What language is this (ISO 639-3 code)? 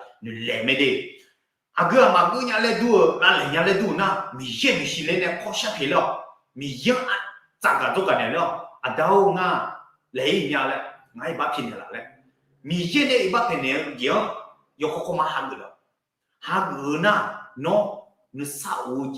ahk